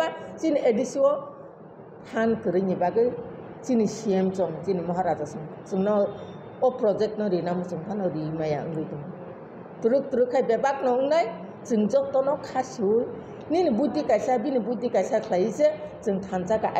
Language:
Kok Borok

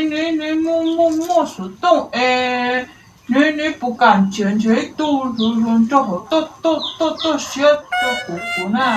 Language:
Hmong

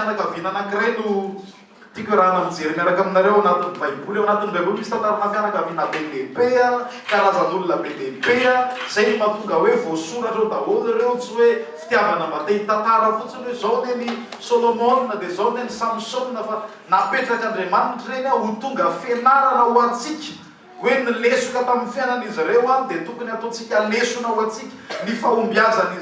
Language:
Malagasy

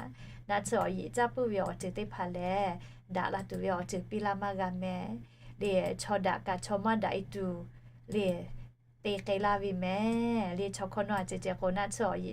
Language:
Lahu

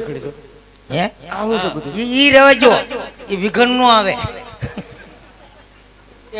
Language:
Gujarati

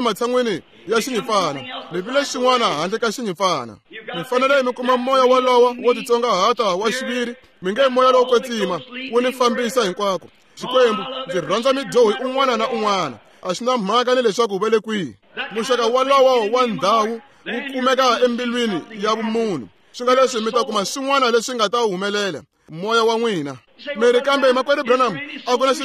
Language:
Tsonga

